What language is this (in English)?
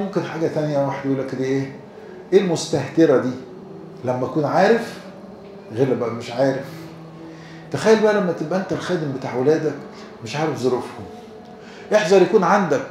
Egyptian Arabic